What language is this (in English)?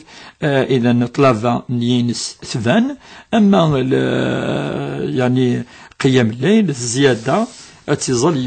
Kabyle